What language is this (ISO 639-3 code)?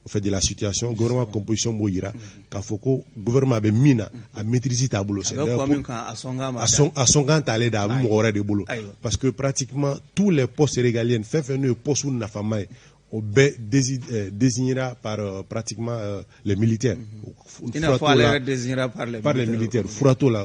bam